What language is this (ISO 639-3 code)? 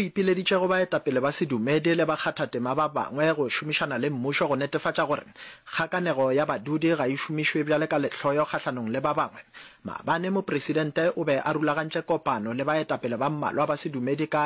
nso